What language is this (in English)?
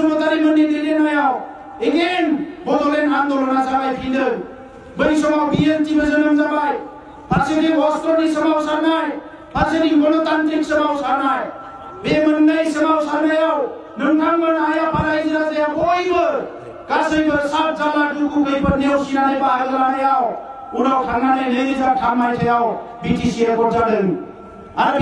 Bodo